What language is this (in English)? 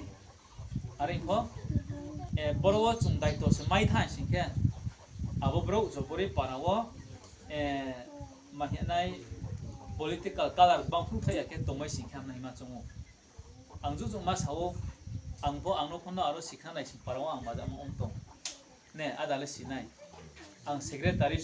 Riang (India)